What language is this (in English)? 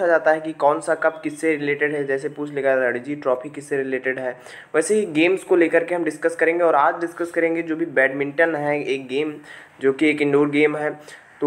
Hindi